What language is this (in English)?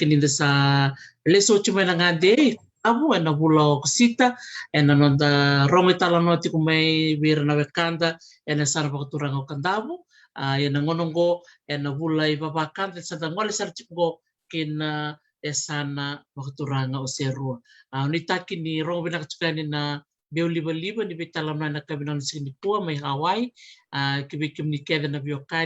Fijian